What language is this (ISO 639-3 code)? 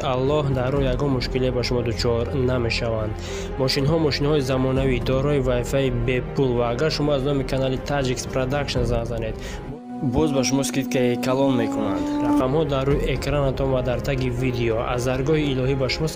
tgk